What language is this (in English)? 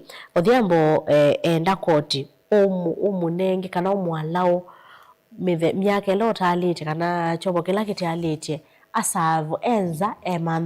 Kamba